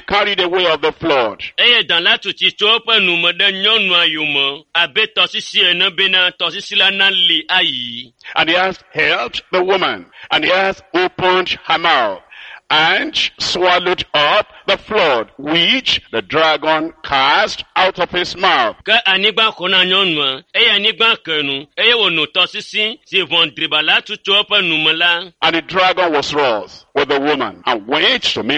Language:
Ewe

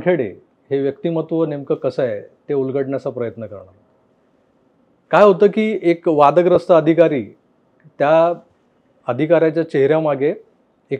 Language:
Marathi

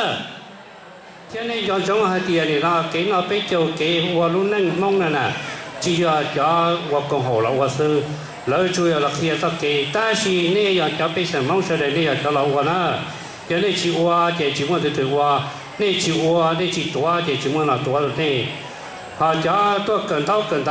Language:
Hmong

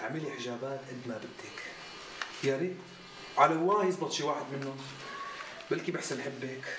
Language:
North Levantine Arabic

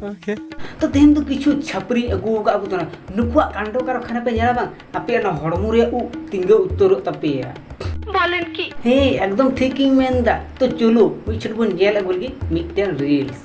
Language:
Santali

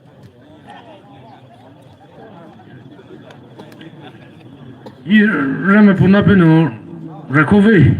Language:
Poumei Naga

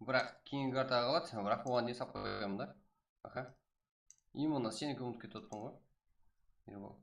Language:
Kara-Kalpak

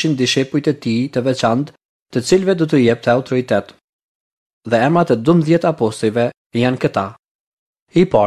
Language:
Albanian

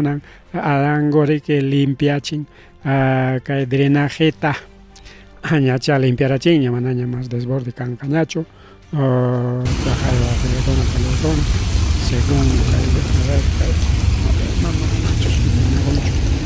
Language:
Ayacucho Quechua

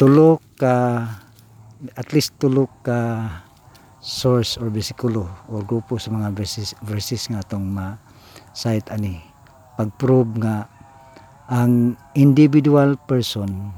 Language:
Cebuano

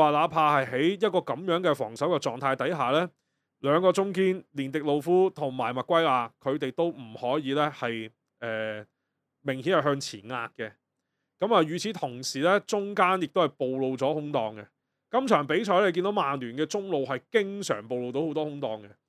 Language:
Cantonese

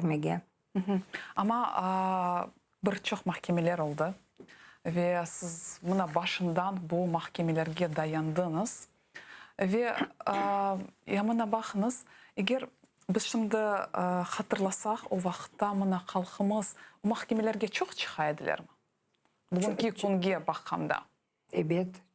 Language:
Crimean Tatar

